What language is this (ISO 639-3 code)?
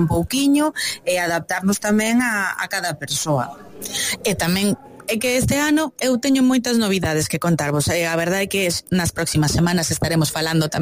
glg